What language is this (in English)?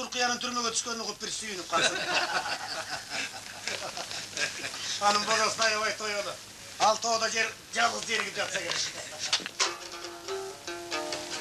Kyrgyz